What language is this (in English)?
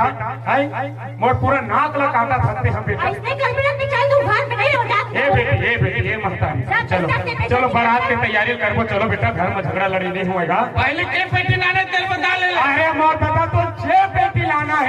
Chhattisgarhi